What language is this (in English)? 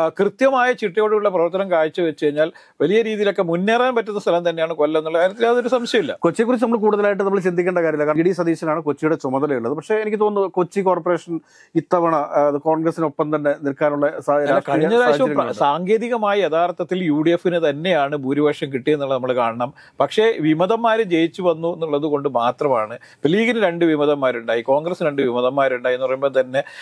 Malayalam